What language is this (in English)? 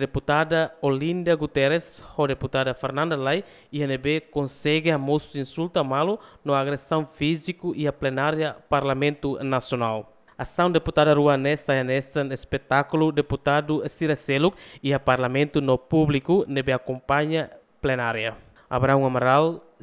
Tetum